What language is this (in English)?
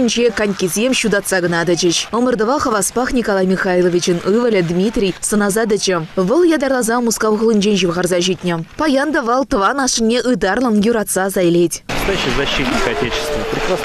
Chuvash